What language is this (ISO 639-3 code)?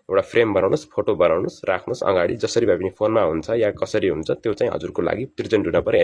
nep